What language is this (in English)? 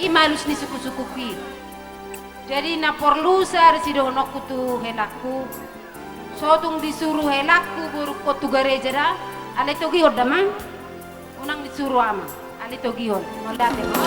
Batak Toba